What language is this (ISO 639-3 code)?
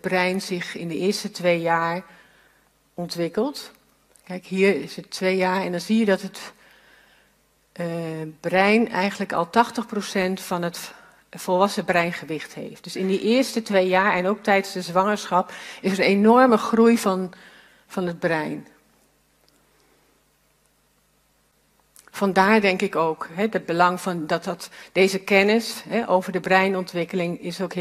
nld